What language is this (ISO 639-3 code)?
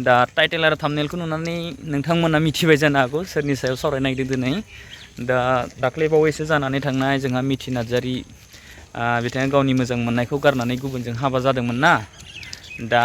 brx